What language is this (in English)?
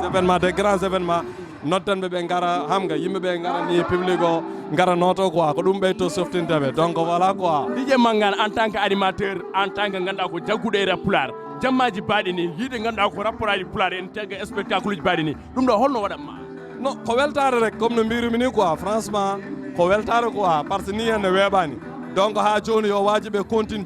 Fula